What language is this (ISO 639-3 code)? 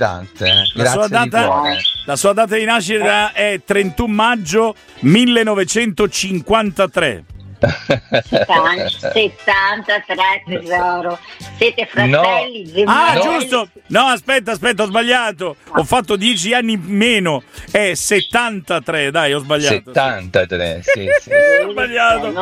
ita